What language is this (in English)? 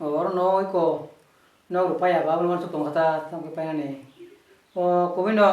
Kok Borok